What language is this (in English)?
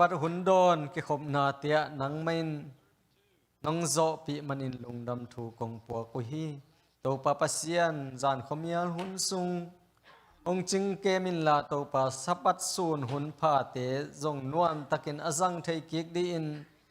Tedim Chin